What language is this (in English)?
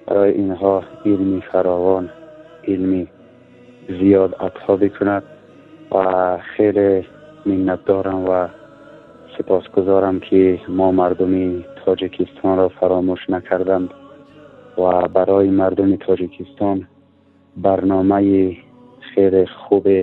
Tajik